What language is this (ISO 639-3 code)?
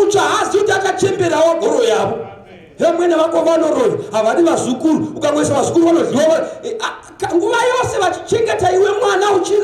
sna